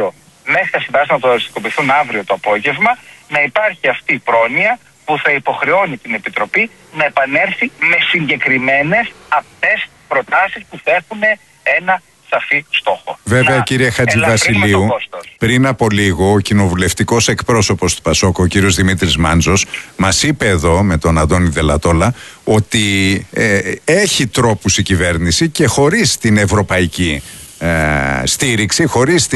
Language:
Greek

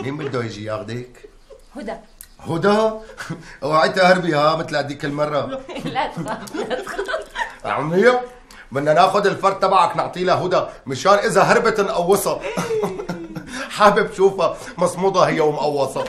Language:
North Levantine Arabic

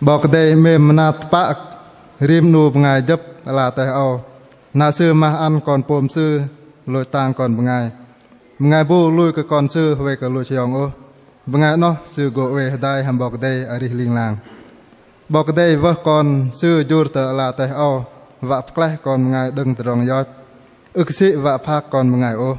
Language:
Bahnar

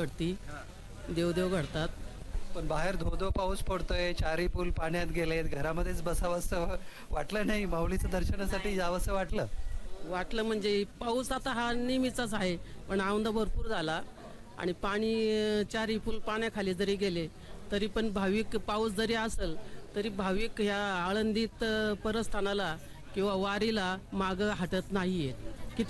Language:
Marathi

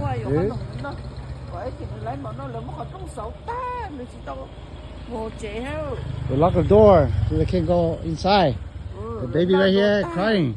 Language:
Hmong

